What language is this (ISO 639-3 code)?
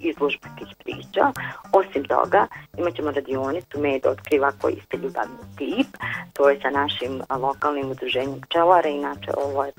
bos